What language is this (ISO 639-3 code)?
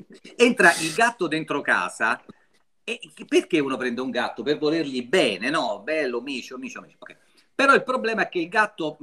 ita